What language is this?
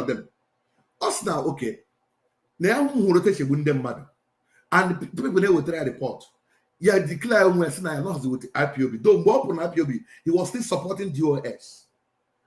Igbo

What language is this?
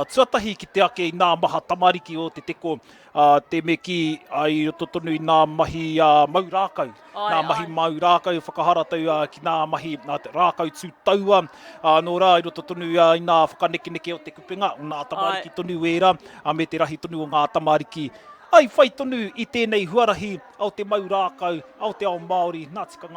Māori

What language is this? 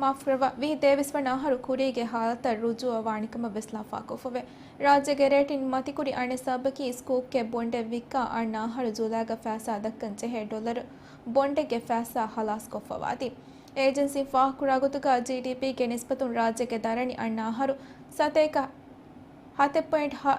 Divehi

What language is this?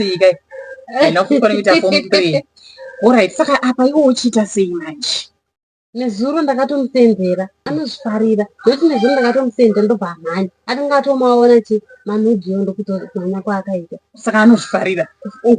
Shona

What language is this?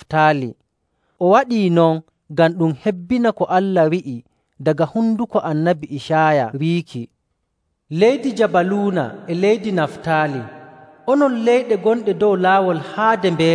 Nigerian Fulfulde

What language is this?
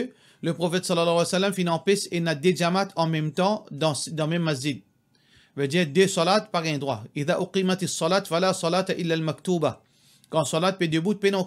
Morisyen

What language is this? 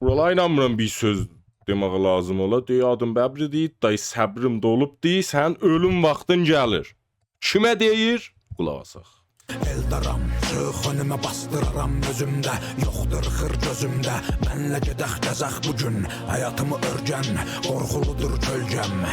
South Azerbaijani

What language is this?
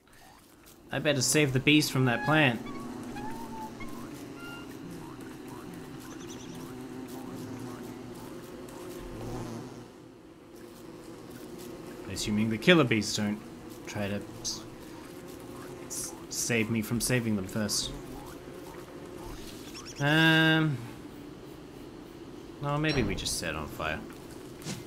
English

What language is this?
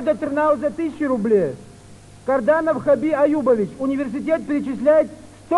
Kabardian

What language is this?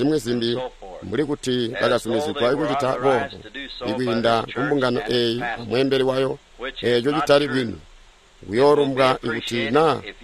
Tonga (Zambia)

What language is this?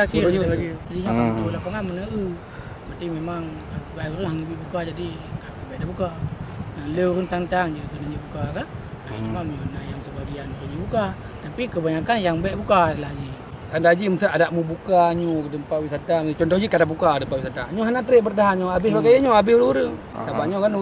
Achinese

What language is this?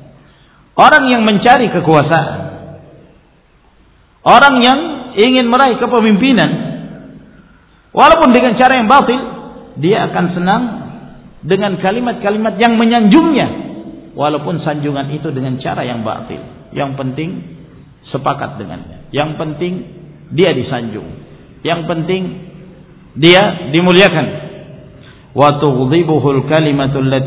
Indonesian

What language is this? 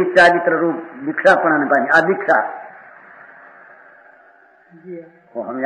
Gujarati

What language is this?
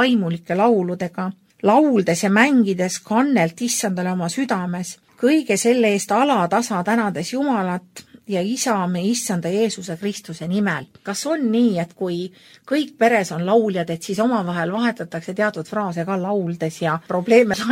Estonian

